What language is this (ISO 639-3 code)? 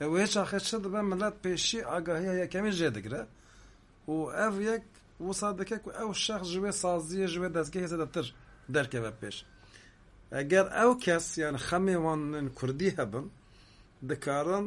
kur